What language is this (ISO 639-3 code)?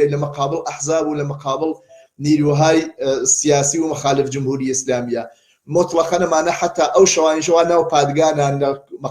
ckb